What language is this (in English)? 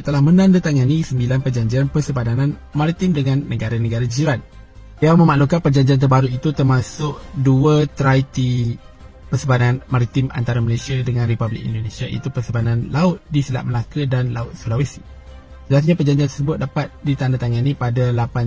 Malay